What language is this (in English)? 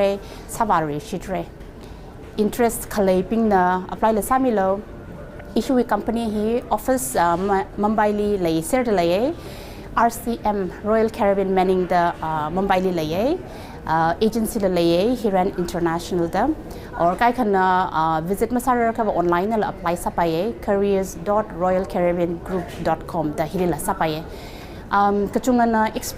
Tangkhul Naga (India)